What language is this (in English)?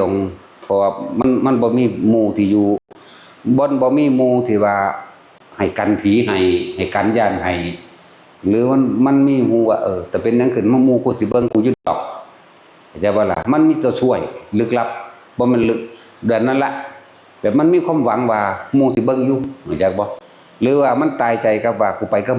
Northeastern Thai